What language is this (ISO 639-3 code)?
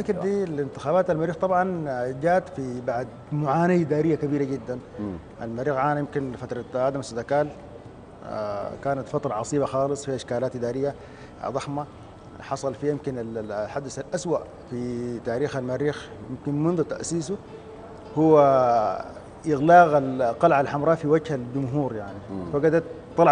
apd